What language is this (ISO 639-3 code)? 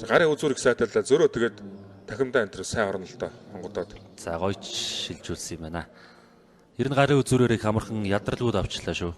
mon